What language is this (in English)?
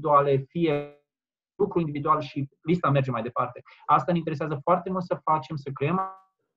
Romanian